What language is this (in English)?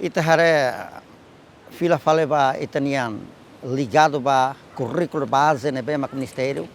Tetum